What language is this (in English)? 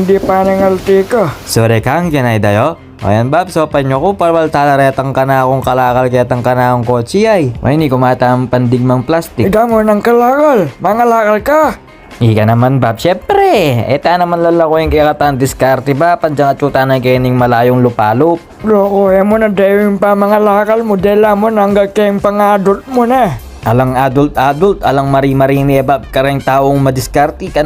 Pampanga